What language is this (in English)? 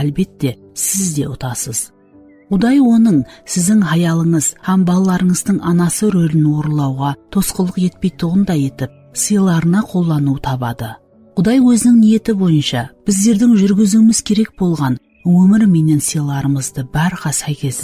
Kara-Kalpak